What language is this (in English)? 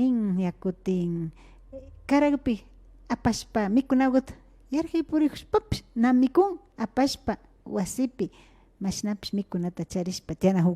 Imbabura Highland Quichua